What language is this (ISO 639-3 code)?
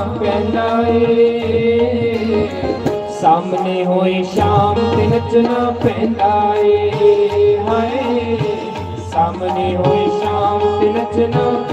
doi